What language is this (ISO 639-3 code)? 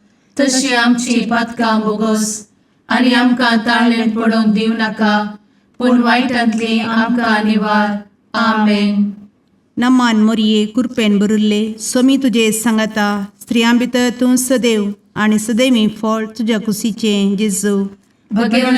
kok